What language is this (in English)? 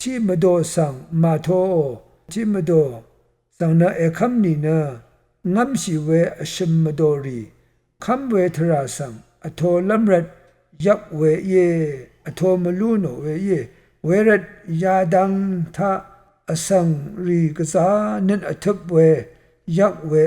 Rawang